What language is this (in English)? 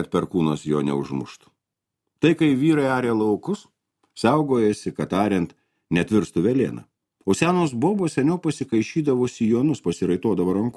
Lithuanian